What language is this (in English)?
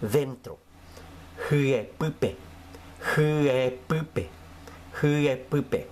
Guarani